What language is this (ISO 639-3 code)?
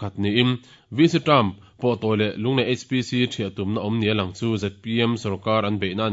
lus